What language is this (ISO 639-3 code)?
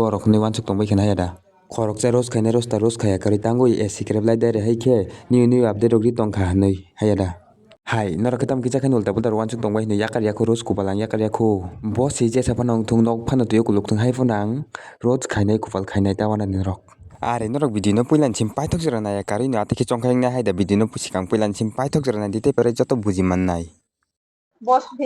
trp